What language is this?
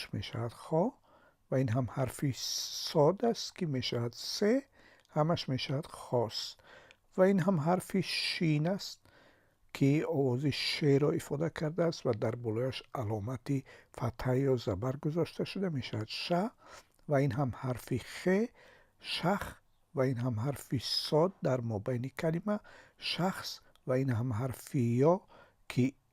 Tajik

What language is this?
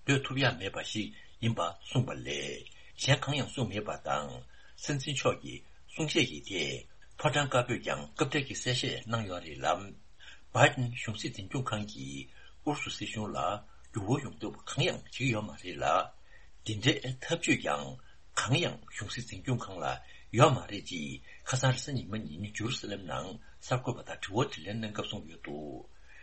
Tibetan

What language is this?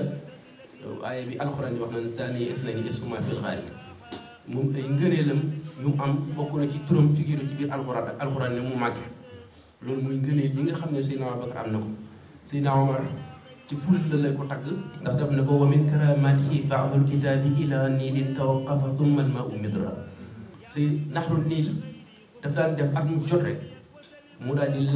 Wolof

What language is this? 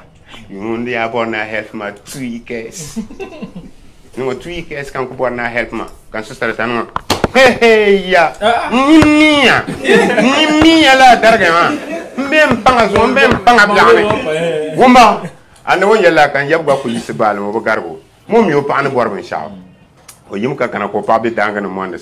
Dagbani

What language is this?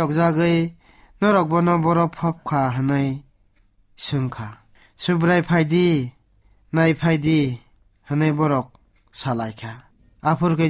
Kok Borok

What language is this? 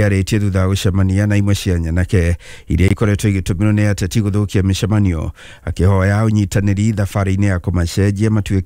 Kikuyu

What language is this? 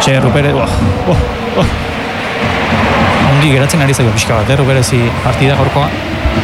Basque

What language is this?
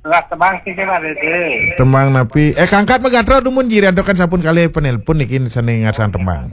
Balinese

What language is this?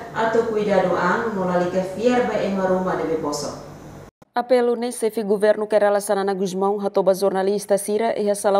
Tetum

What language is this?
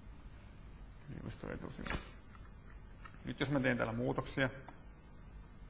Finnish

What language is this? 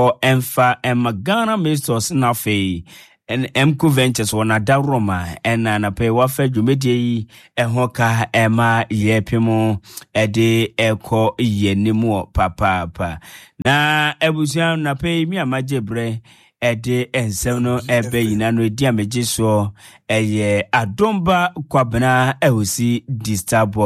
Akan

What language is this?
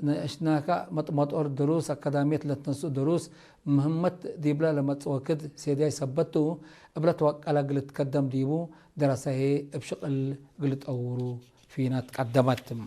Tigre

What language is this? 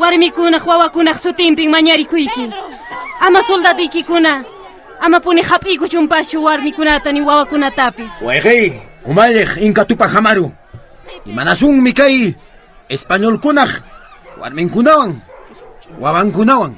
Quechua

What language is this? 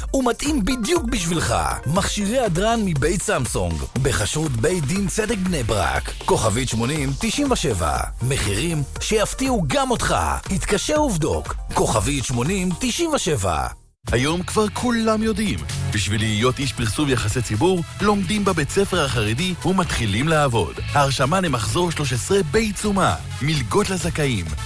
Hebrew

